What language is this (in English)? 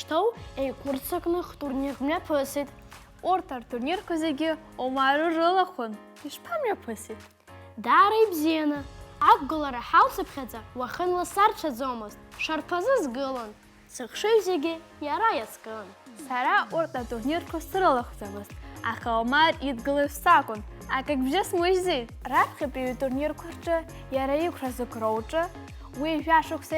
Abkhazian